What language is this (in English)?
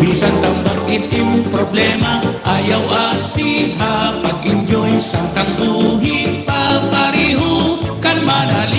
Waray